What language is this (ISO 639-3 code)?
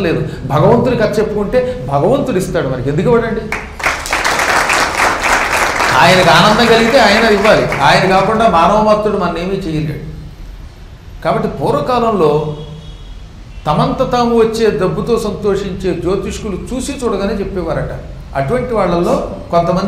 tel